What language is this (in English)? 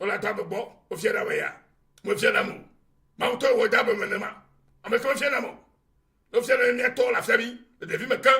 Ewe